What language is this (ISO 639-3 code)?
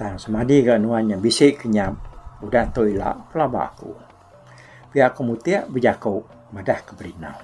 iba